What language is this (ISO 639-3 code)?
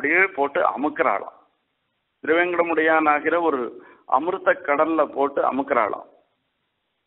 tam